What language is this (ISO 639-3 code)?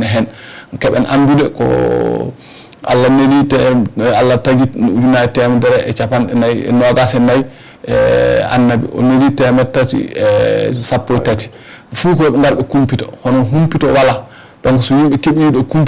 ful